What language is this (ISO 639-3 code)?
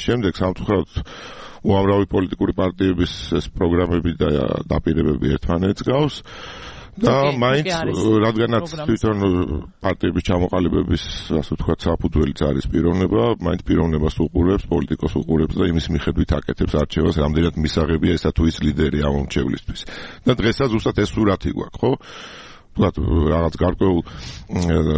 kat